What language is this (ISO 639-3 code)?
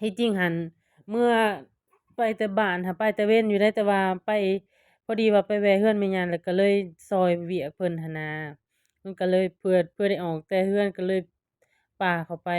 lao